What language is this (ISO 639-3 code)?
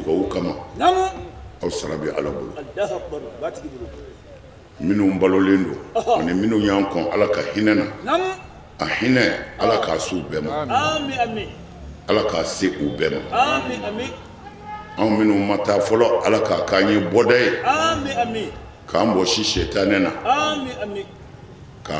bam